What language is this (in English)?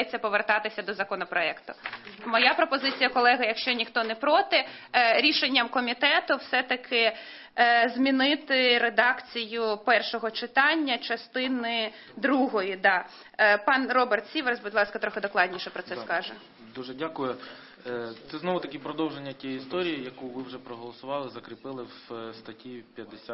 Ukrainian